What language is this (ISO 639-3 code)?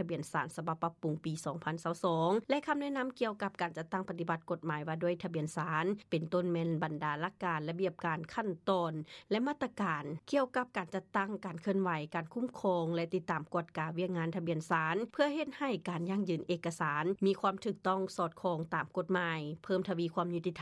lao